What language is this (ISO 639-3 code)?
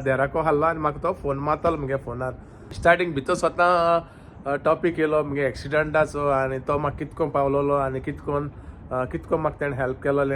kok